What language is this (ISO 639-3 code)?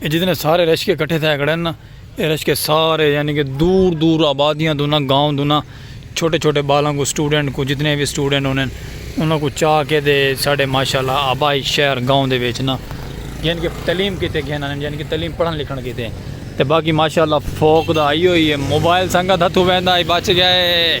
skr